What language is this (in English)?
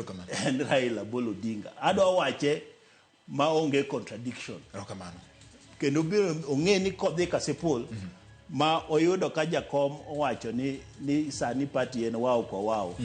Luo (Kenya and Tanzania)